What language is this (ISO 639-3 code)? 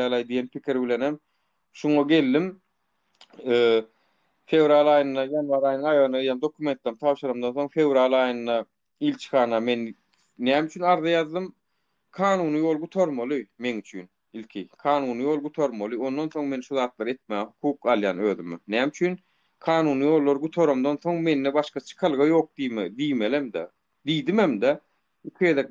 tuk